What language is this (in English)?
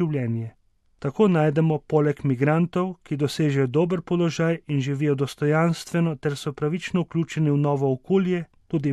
Slovenian